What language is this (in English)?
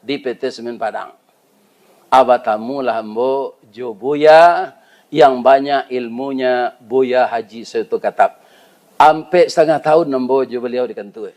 Minangkabau